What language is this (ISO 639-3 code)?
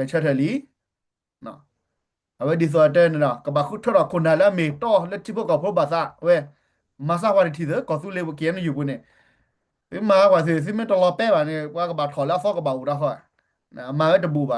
ksw